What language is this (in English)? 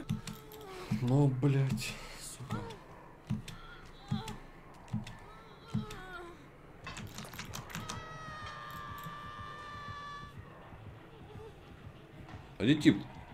Russian